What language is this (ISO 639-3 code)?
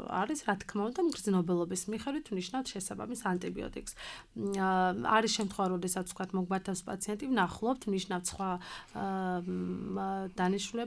kat